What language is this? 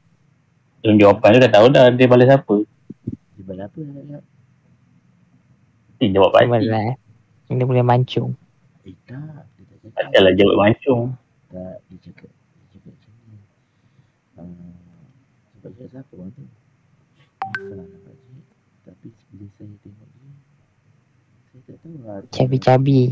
Malay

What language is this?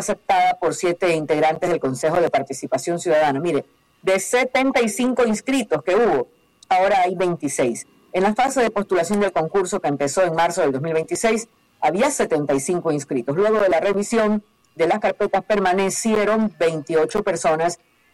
Spanish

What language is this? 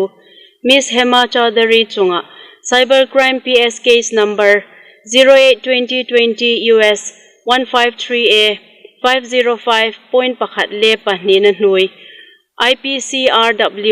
Hmar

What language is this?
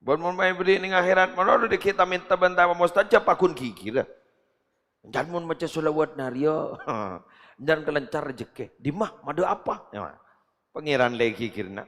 Madurese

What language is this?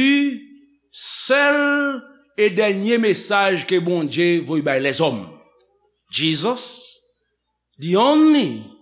Haitian Creole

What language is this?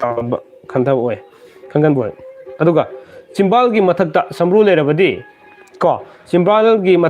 Manipuri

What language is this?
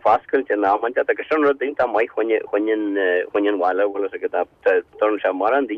Irish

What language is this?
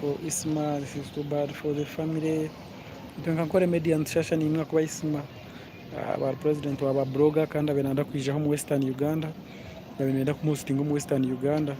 Nyankole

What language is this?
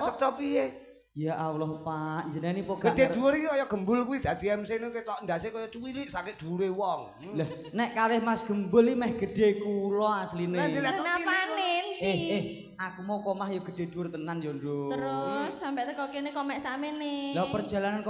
Javanese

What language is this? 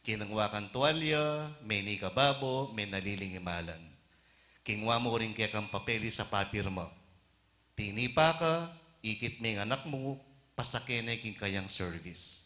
Pampanga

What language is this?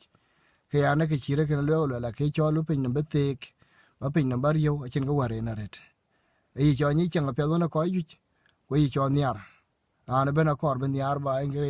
Dinka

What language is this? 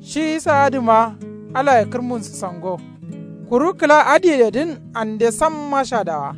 Kanuri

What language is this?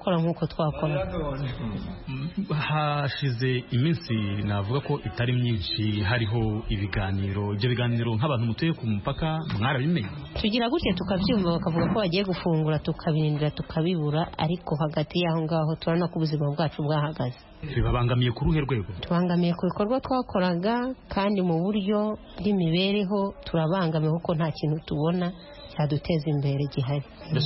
Kinyarwanda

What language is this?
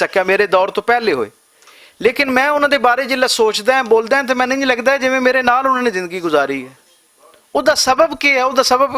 Western Panjabi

